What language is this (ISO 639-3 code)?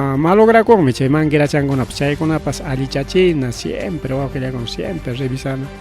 quy